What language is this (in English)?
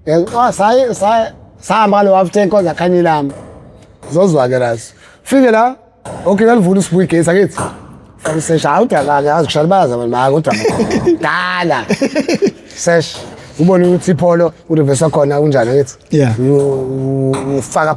Zulu